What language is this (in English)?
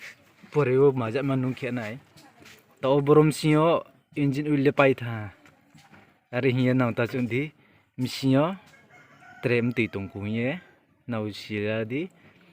Riang (India)